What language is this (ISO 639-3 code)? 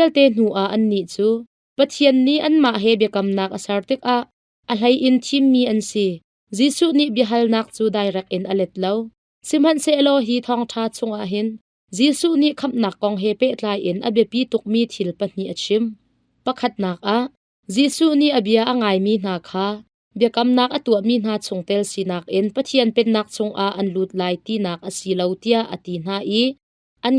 cnh